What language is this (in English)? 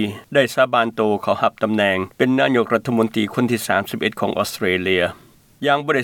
Lao